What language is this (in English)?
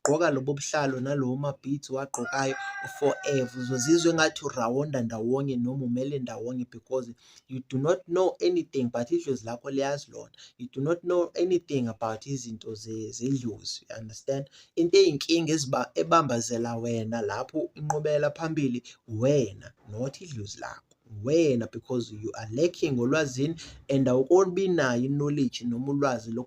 Zulu